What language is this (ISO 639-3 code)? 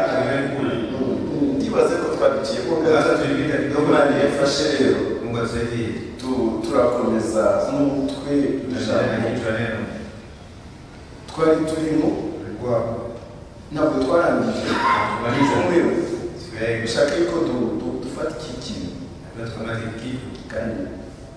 kin